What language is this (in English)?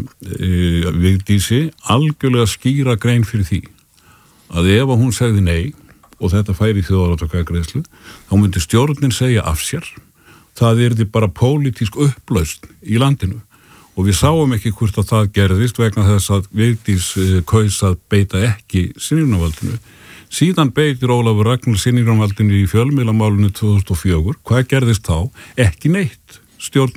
Icelandic